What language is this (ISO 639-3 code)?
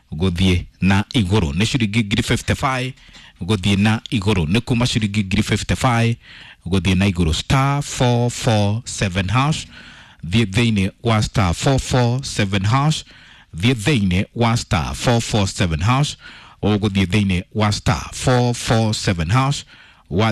kik